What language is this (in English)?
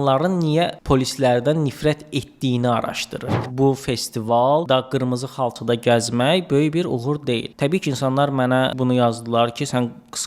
Azerbaijani